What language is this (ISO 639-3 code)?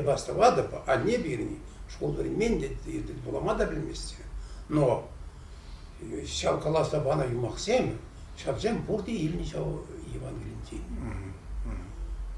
chv